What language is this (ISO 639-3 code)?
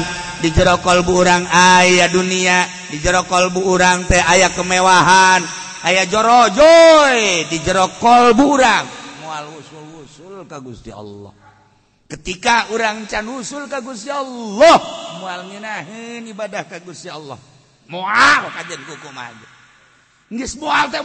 sun